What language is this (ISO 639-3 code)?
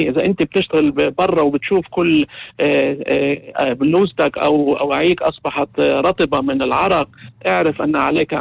apc